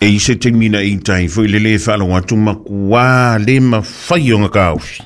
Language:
Samoan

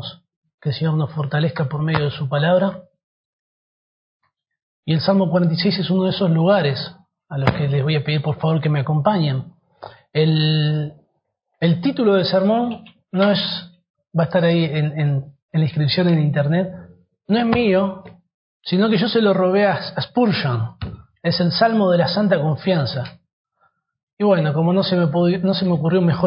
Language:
Spanish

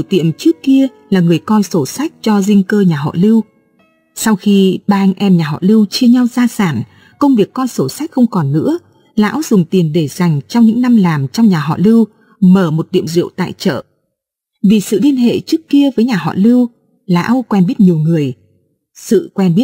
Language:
Vietnamese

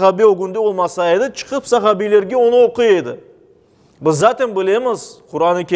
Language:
Crimean Tatar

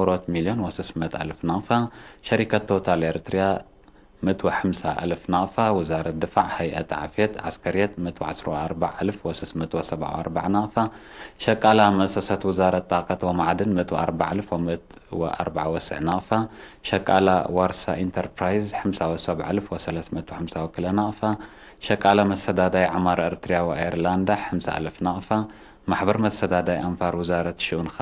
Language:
Tigre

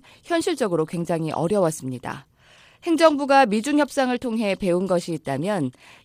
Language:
Korean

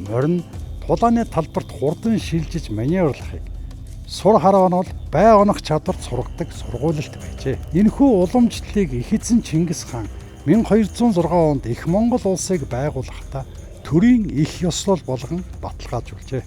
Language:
Mongolian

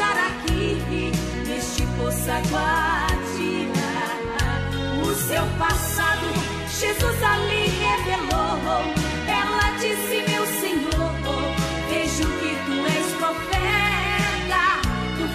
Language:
Portuguese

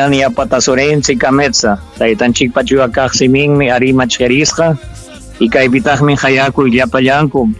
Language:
Ayacucho Quechua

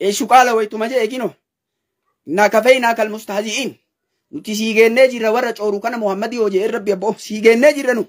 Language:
Oromo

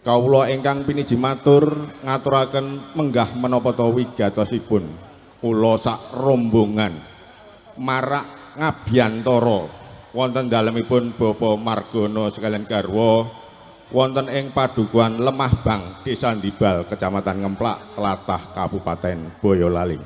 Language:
Javanese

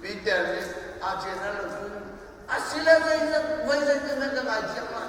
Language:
Hakha Chin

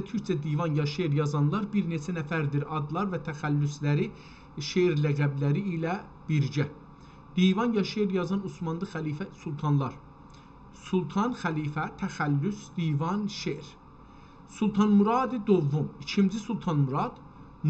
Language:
South Azerbaijani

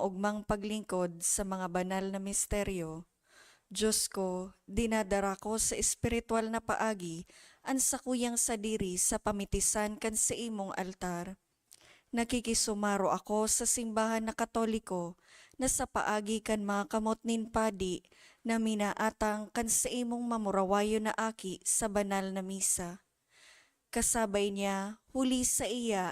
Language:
Bikol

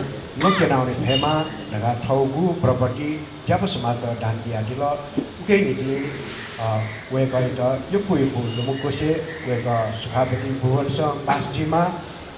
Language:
Newari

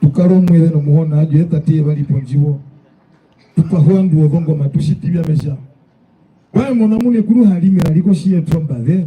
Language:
Herero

